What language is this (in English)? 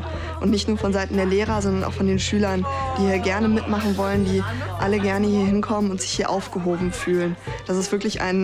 German